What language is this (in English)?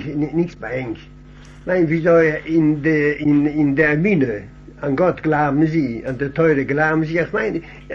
Yiddish